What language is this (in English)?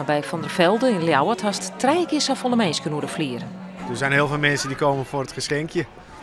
Western Frisian